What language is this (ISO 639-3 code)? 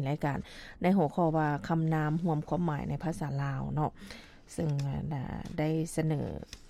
lao